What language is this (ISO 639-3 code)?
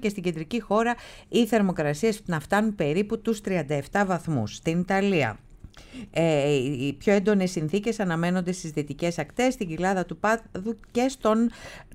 ell